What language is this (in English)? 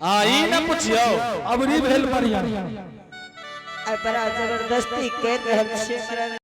Angika